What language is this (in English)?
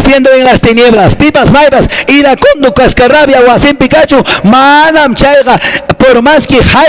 Quechua